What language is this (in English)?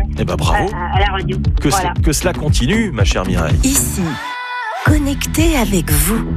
French